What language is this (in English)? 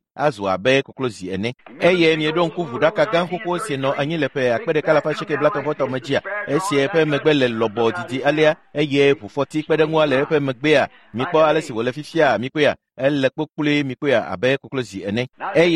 Ewe